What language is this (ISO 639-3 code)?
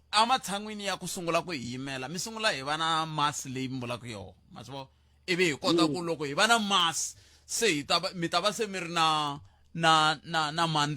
tso